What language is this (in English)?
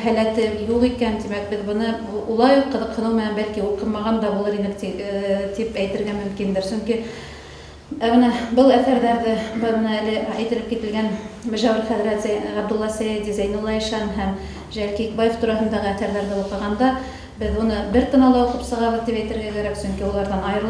Bashkir